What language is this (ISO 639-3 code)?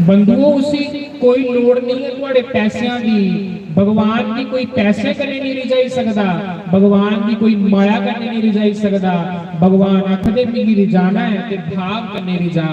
doi